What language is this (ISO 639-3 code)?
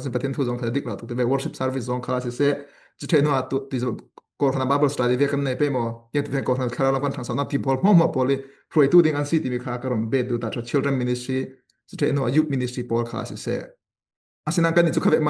cfm